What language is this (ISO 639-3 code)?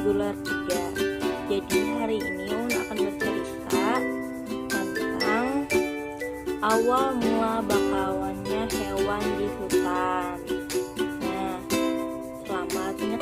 bjn